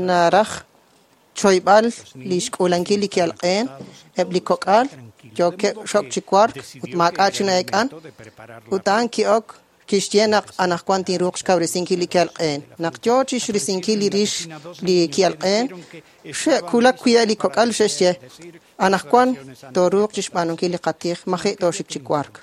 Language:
Kekchí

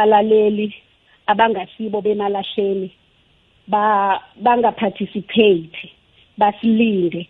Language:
South Ndebele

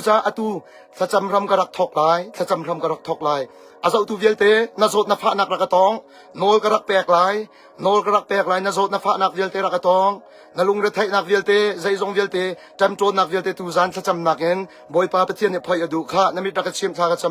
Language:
Hakha Chin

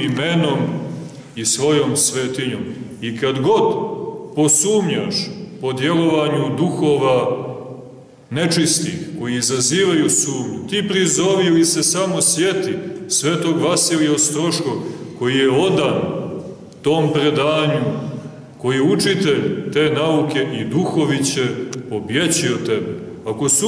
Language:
Serbian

